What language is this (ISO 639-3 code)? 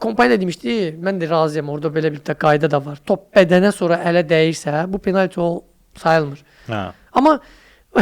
aze